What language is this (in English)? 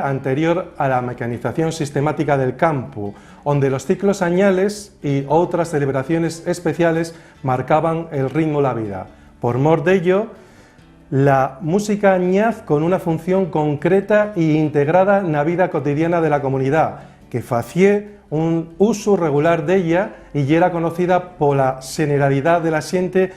Asturian